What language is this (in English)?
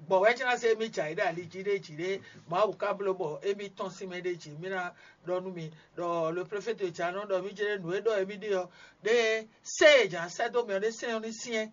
Fon